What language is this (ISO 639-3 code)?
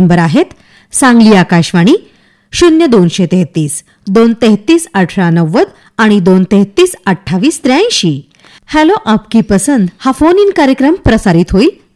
mar